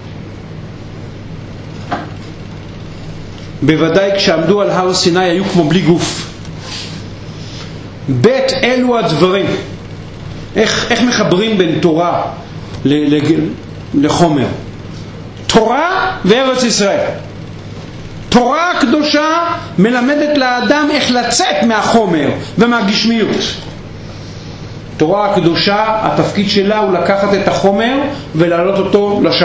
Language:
Hebrew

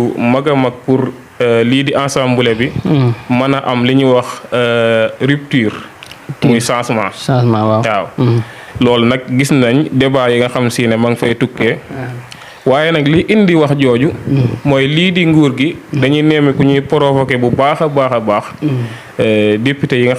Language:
Wolof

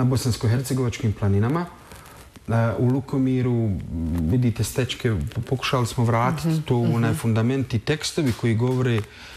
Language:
Bosnian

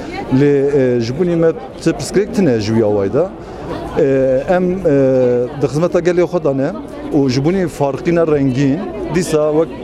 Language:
Kurdish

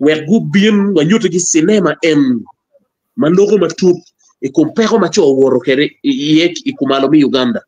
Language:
Acoli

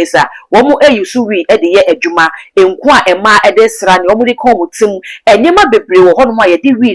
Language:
Akan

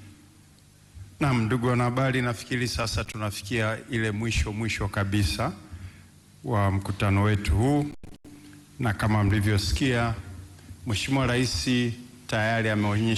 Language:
Swahili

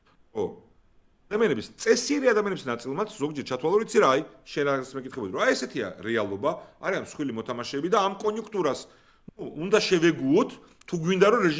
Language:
Georgian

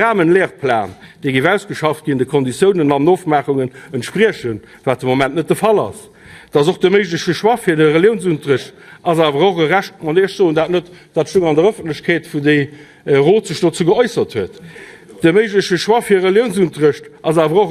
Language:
Luxembourgish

